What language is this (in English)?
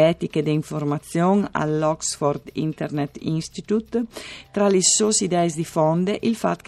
Friulian